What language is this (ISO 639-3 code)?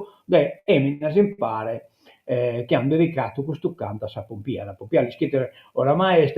srd